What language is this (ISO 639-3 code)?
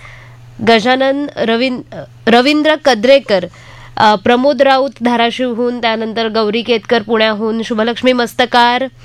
mar